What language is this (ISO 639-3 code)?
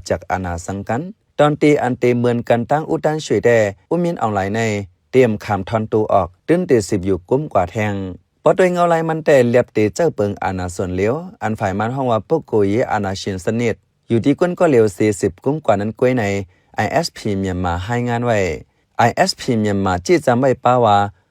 shn